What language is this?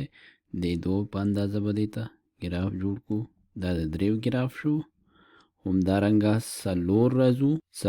Pashto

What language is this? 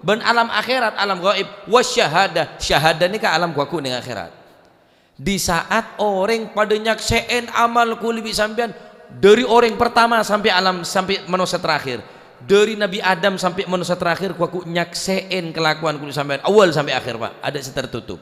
Madurese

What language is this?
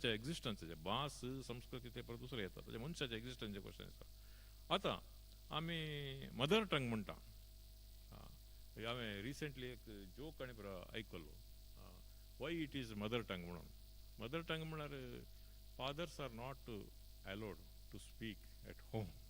Konkani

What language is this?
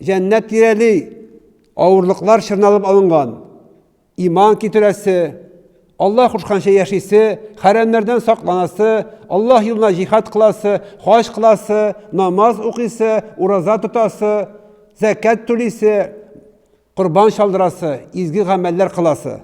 Tatar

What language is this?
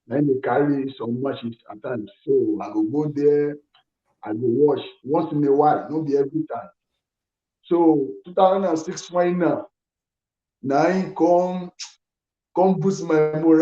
Nigerian Pidgin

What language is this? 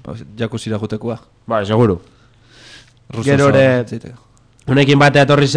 Basque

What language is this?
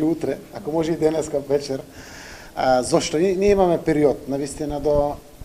Macedonian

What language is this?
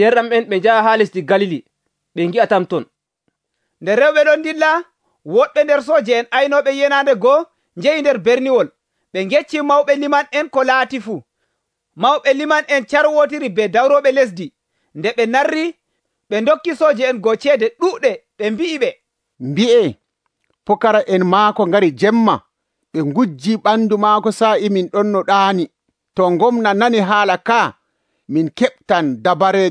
Nigerian Fulfulde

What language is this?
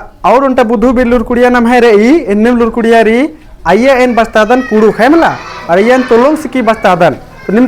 Kurukh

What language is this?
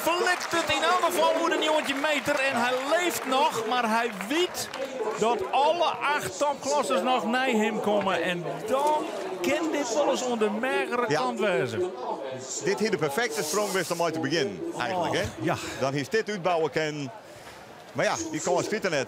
Western Frisian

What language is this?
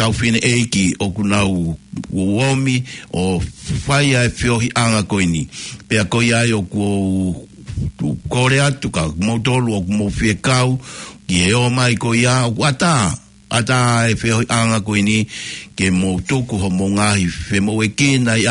Tongan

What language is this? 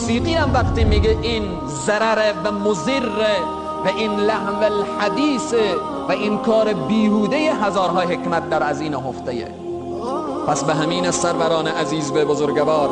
Persian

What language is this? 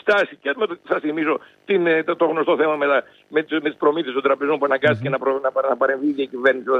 Greek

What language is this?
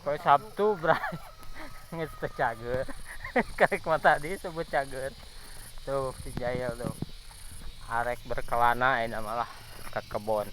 Sundanese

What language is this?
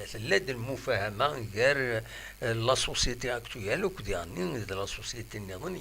Kabyle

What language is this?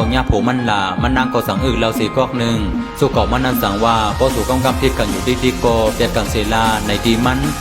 Shan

